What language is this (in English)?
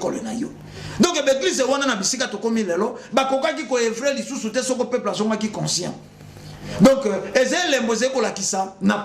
Lingala